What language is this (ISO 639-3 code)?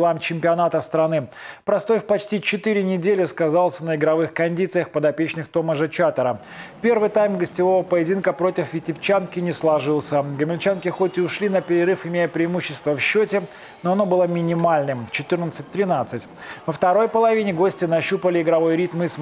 rus